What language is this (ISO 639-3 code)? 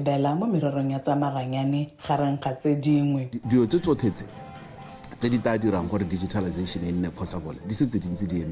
tsn